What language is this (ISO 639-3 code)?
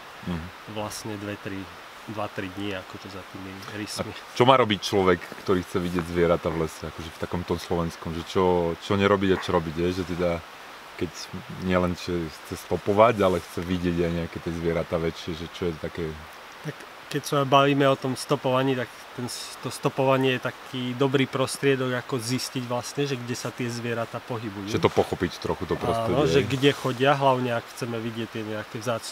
slk